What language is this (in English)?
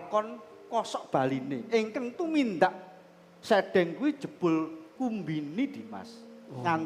Javanese